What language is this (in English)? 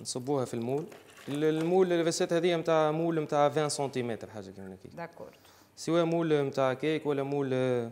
Tunisian Arabic